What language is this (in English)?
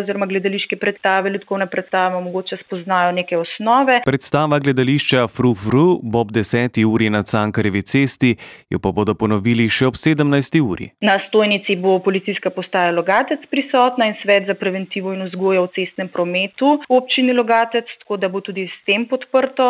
Slovenian